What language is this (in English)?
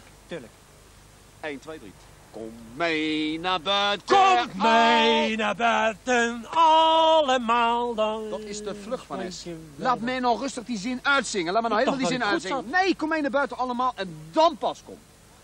Dutch